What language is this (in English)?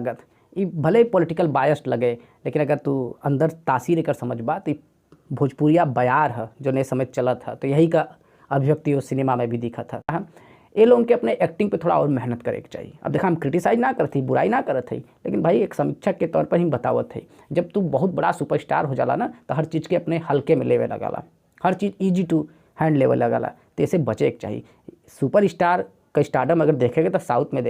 Bhojpuri